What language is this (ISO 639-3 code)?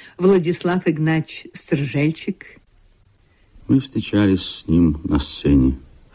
rus